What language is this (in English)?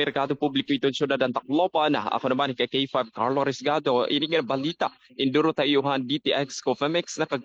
Waray